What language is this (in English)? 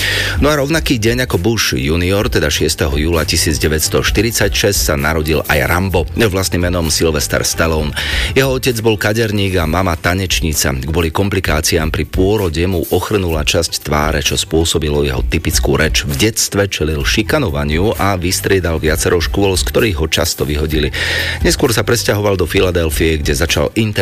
Slovak